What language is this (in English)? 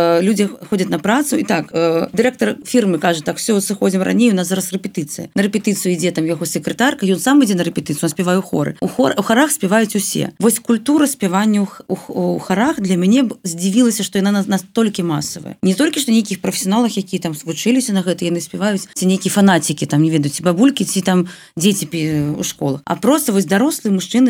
Belarusian